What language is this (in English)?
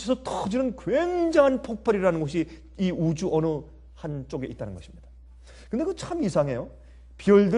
Korean